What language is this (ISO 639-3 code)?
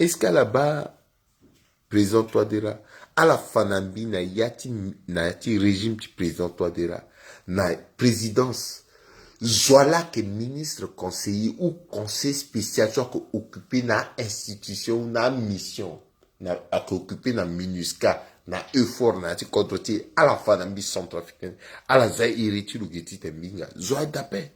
sag